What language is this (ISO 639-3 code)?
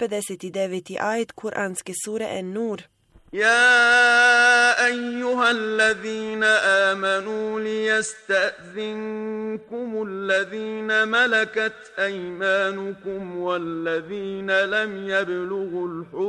bos